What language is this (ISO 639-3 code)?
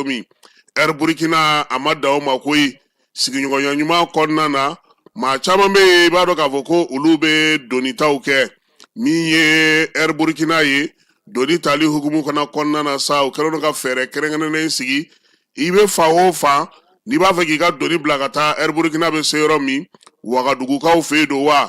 bam